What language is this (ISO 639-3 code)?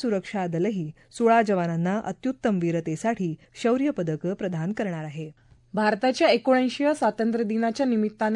mar